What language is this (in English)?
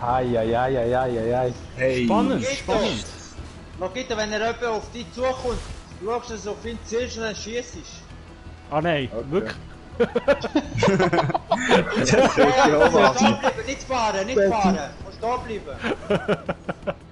Swiss German